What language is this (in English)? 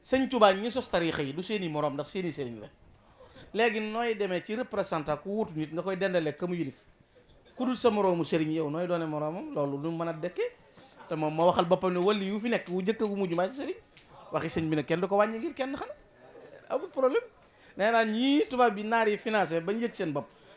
Wolof